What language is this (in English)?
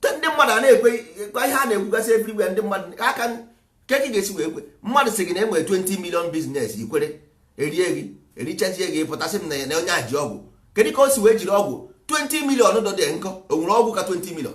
Igbo